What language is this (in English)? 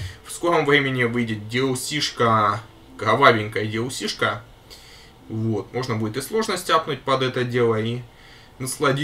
Russian